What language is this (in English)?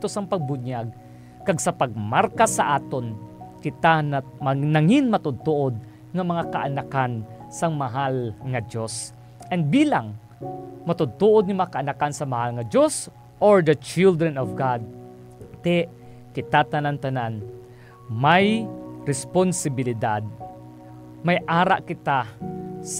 Hiligaynon